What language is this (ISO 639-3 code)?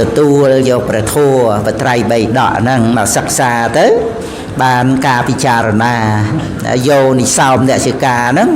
khm